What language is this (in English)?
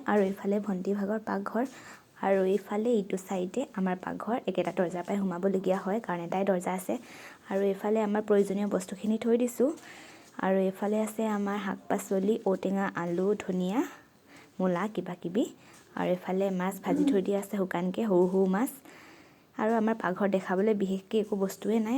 Assamese